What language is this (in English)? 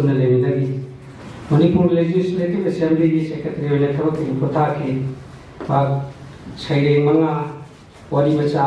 Manipuri